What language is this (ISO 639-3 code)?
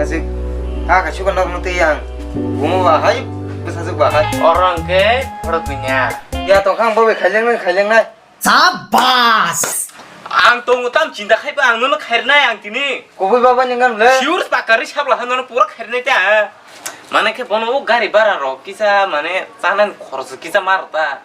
trp